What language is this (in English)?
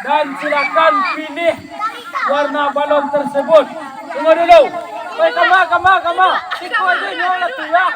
Minangkabau